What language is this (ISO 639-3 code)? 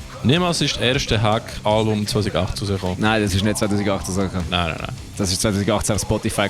gsw